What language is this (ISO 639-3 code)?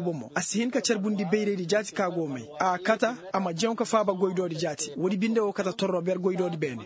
ses